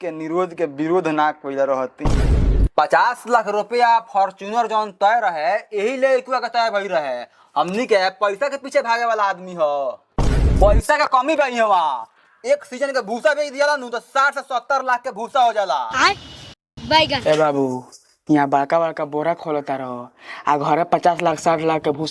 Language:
Bhojpuri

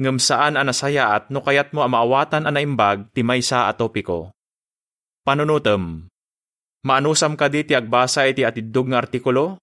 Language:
Iloko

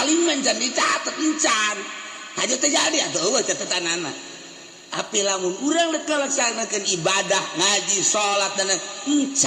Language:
Sundanese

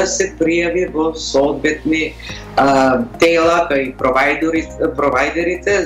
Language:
Macedonian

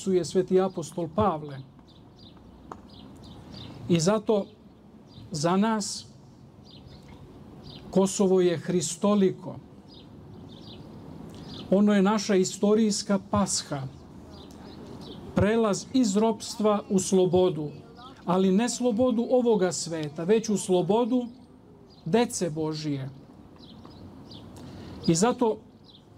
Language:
Serbian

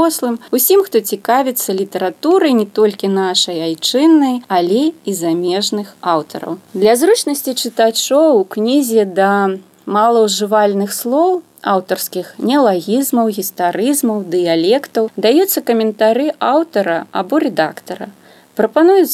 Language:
Belarusian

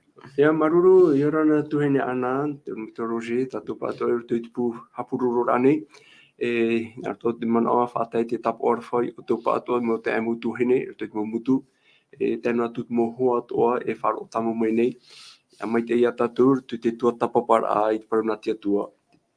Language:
Tahitian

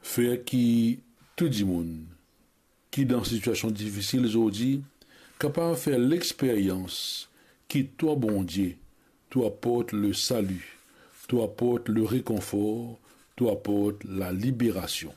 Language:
Morisyen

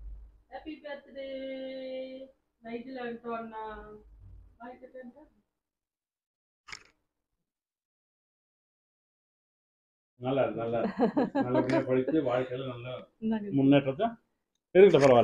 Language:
Tamil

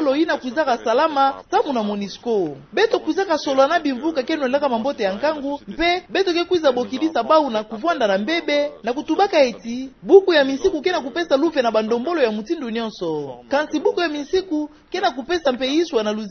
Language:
Kituba (Democratic Republic of Congo)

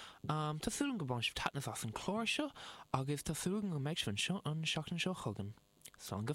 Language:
Irish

